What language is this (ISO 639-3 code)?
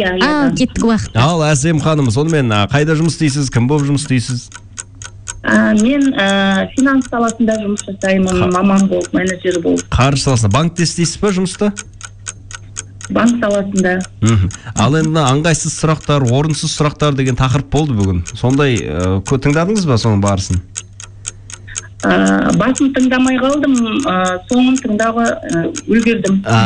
kaz